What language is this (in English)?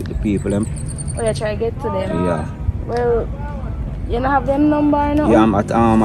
Jamaican Creole English